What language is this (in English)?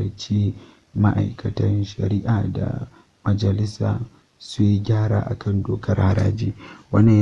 Hausa